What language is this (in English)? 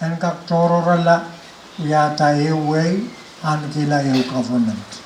Pohnpeian